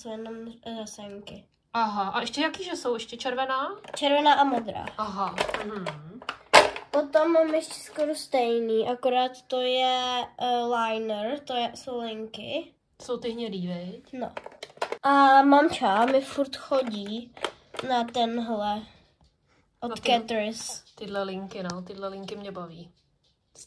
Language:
Czech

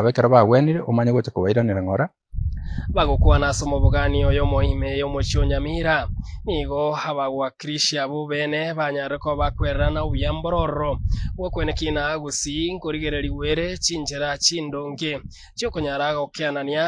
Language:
Gusii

